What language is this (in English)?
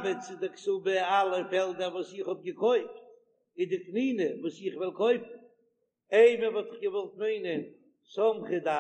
Yiddish